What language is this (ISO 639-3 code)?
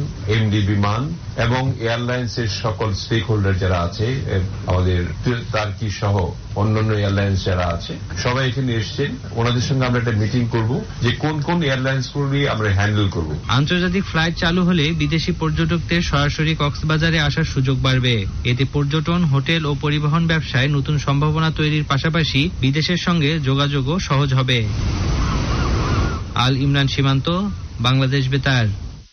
ben